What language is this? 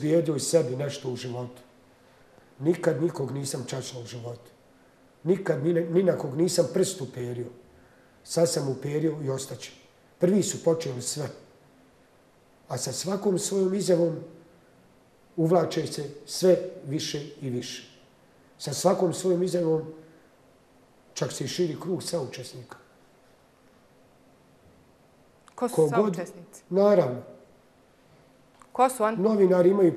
Bosnian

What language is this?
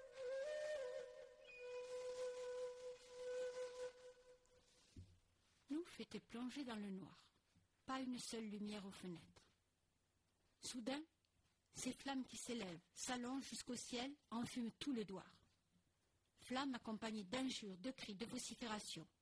French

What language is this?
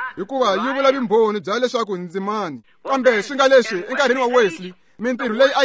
Tsonga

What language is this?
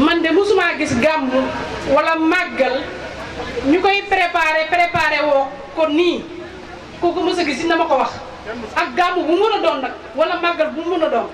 Wolof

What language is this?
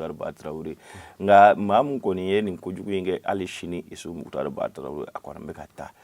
Bambara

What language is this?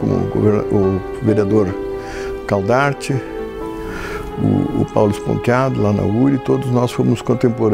Portuguese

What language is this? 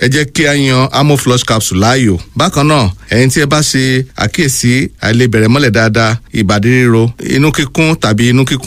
Yoruba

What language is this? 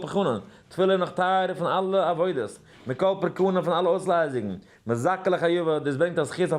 Yiddish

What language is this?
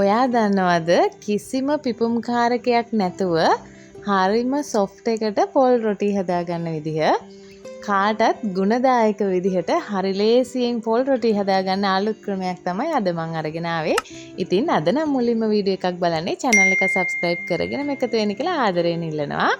Sinhala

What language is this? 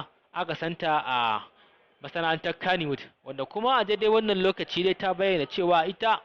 Hausa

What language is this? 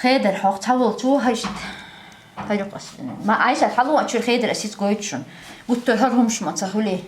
Chechen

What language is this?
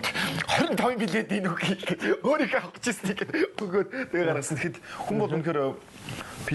Mongolian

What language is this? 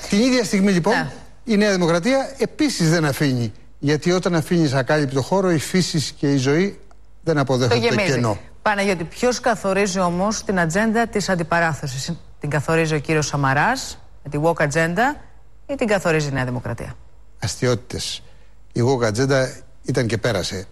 Greek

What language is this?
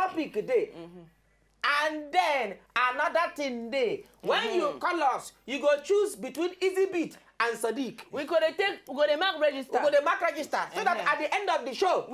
Nigerian Pidgin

